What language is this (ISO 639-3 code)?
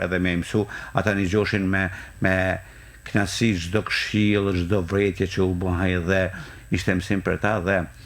sqi